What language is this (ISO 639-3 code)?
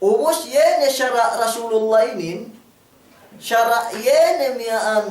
yka